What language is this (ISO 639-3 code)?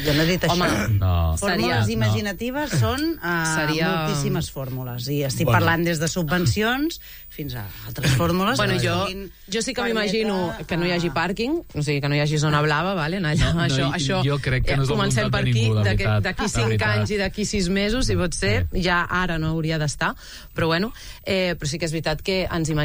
cat